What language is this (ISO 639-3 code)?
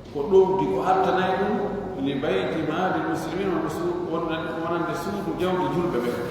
fuf